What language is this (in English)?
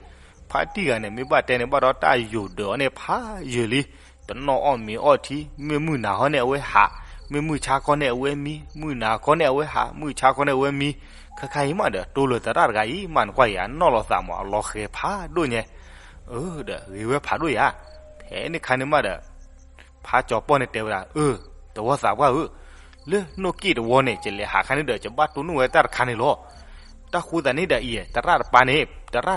S'gaw Karen